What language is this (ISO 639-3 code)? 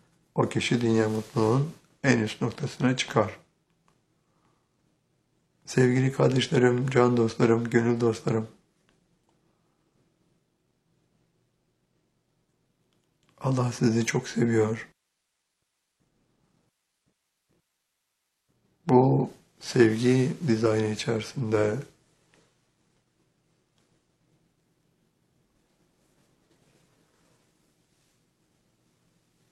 tur